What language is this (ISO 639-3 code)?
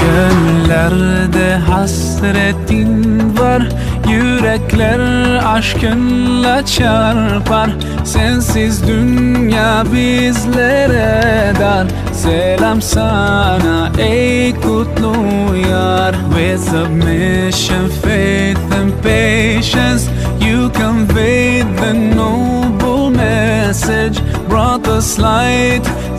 kum